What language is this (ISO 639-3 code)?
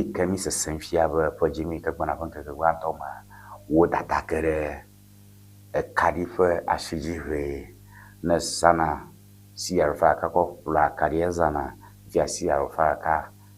ewe